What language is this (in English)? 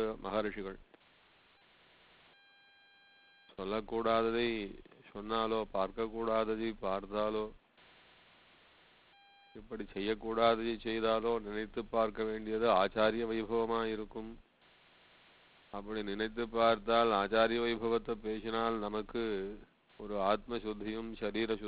Tamil